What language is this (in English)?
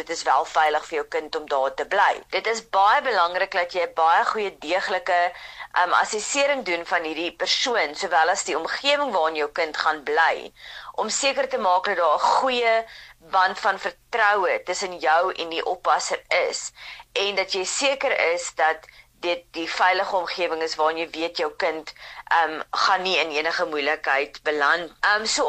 Afrikaans